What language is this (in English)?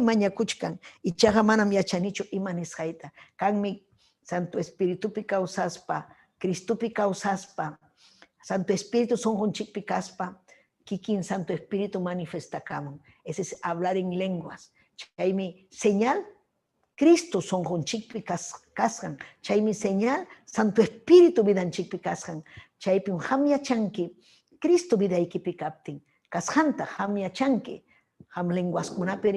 Ayacucho Quechua